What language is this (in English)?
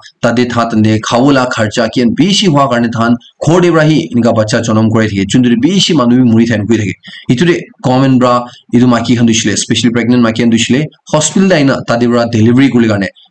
Naga Pidgin